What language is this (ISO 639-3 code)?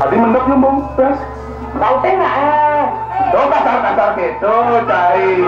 ban